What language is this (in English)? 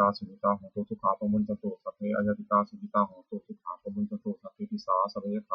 Pali